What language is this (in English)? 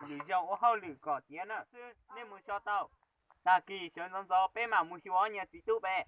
Hmong